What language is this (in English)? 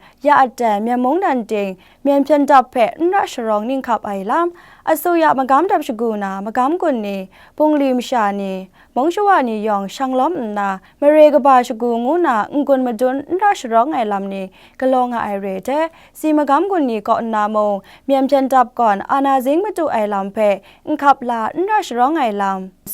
Kachin